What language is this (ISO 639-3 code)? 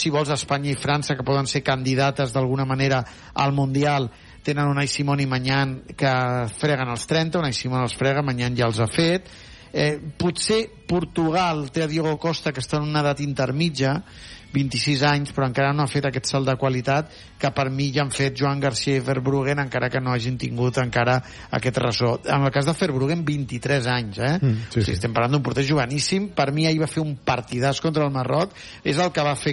cat